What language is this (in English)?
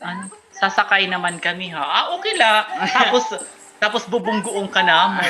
Waray